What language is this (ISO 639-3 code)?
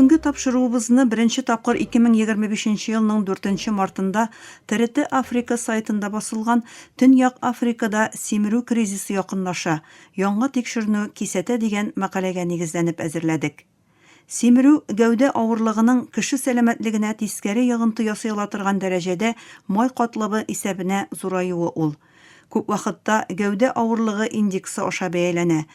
tat